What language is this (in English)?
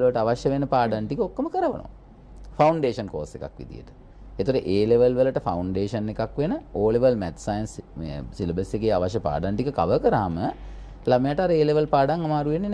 Sinhala